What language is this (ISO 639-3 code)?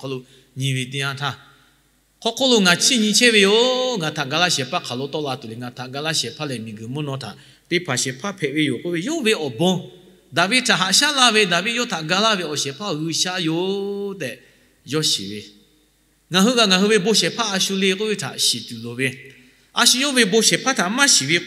lhu